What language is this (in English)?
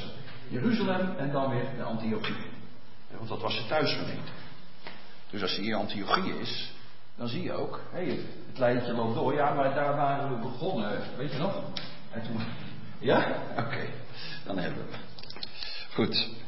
Dutch